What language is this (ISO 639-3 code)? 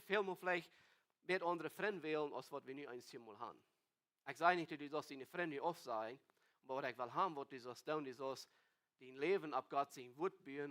pdt